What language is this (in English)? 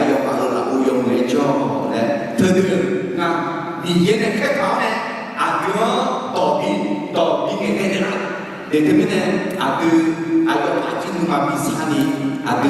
Akha